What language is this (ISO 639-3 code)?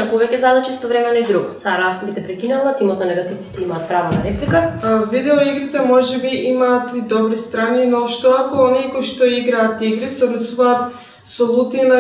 mkd